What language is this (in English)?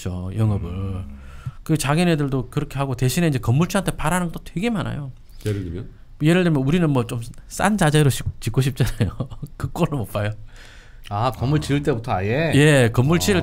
Korean